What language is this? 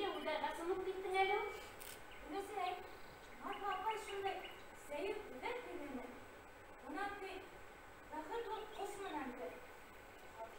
Bashkir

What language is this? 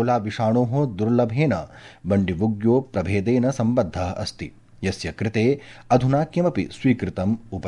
Sanskrit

